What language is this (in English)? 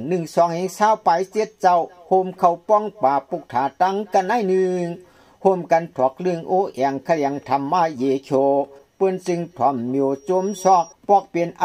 Shan